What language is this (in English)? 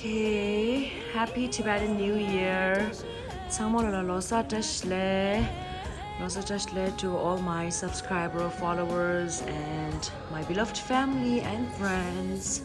Tibetan